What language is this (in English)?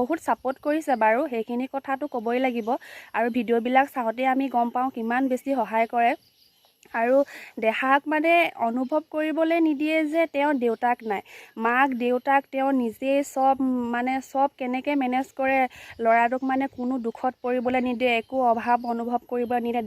Assamese